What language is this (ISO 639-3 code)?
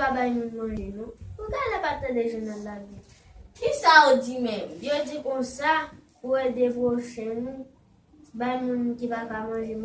hat